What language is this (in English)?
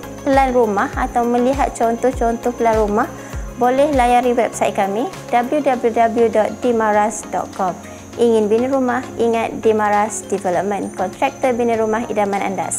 Malay